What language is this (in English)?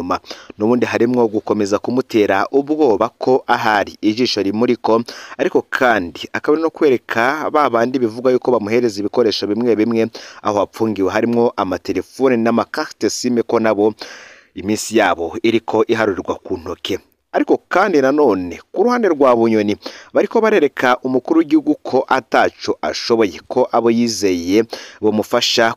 Rundi